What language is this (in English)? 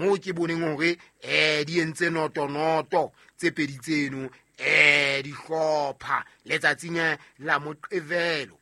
Southern Sotho